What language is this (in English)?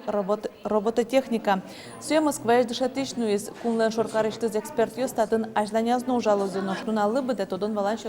Udmurt